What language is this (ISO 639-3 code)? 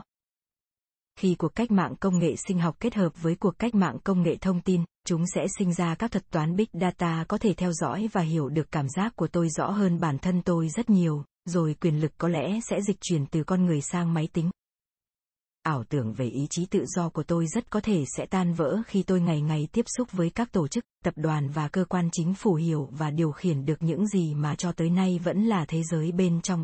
vie